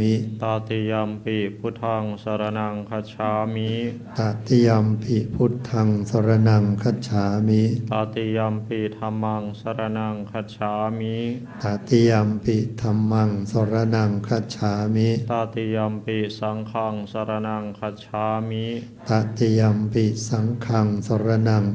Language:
Pali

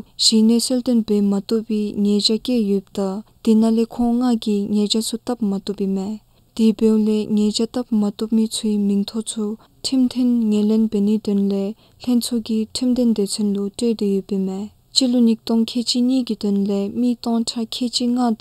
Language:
Dzongkha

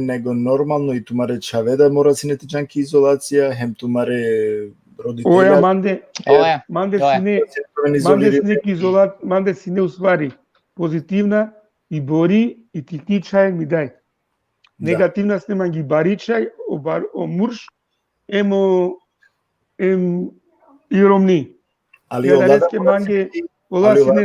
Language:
Balkan Romani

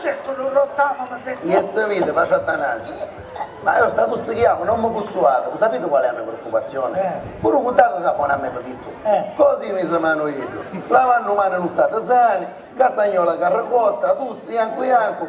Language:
Sicilian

